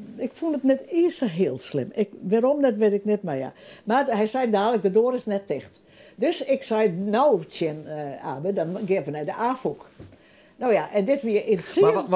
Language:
Western Frisian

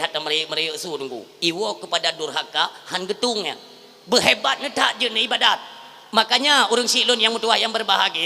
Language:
Achinese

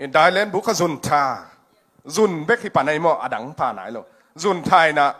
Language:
Tedim Chin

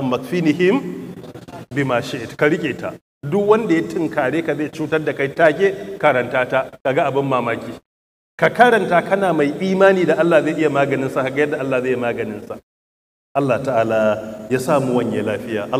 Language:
Hausa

